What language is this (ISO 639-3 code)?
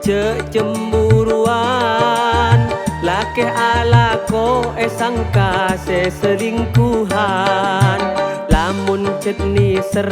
mad